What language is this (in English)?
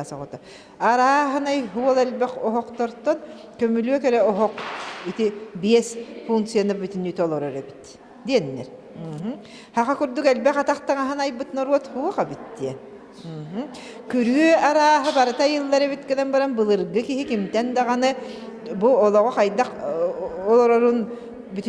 Yakut